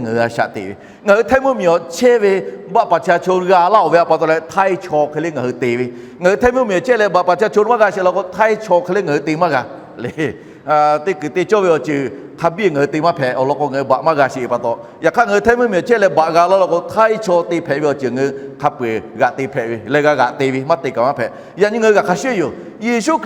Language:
Lahu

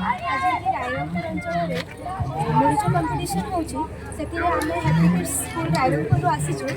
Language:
Santali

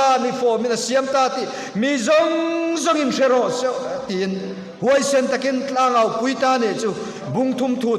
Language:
Mizo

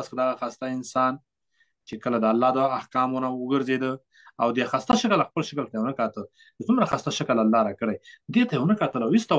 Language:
Pashto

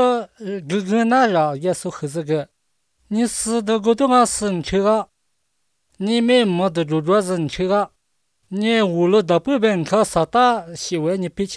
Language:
Chinese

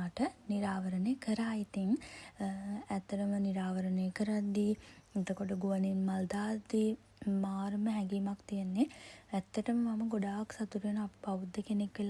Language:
Sinhala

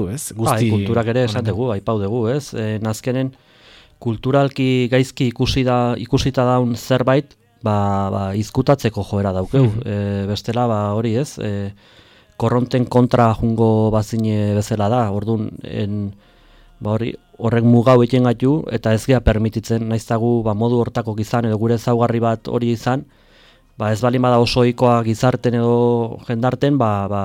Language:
Basque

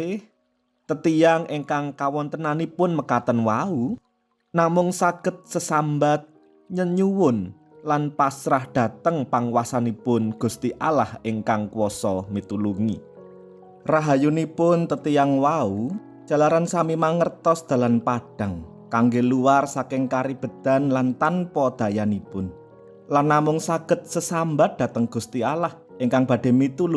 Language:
Javanese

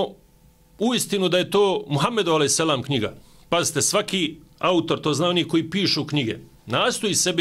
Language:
Bosnian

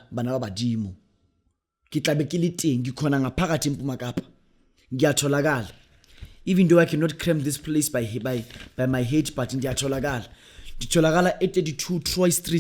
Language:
Zulu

